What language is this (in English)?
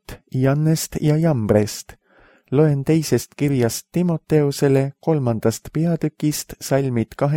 Estonian